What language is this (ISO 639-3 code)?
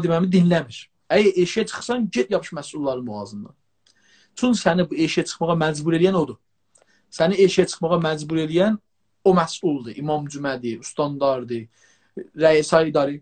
azb